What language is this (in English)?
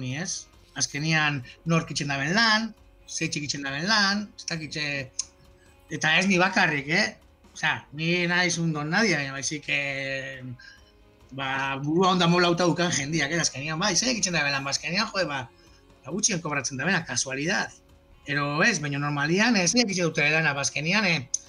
Basque